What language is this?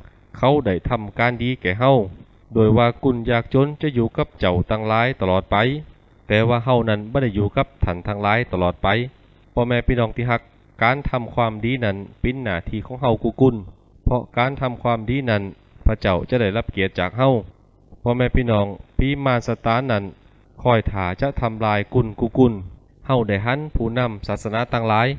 Lü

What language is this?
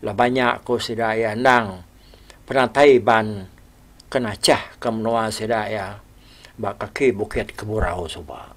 Iban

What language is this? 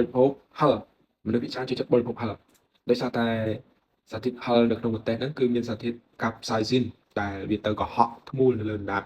Khmer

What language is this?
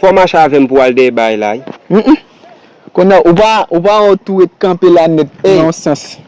Haitian Creole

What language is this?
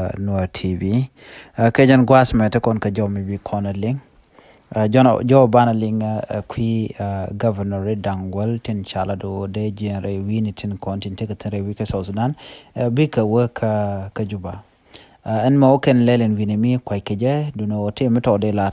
Nuer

